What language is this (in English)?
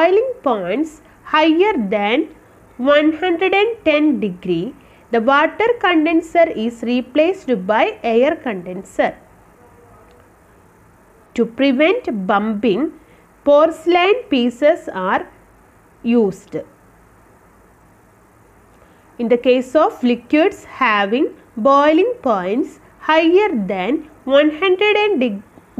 English